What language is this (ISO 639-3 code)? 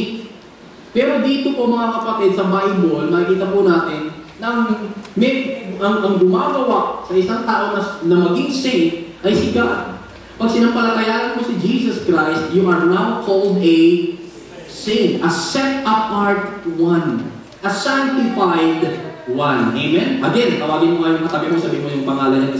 fil